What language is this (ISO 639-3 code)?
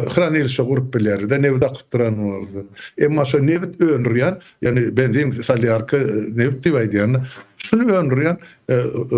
tuk